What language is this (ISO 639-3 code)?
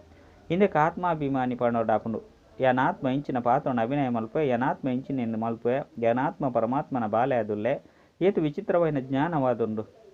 tcy